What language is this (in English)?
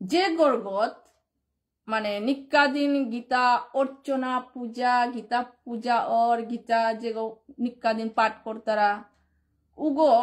Bishnupriya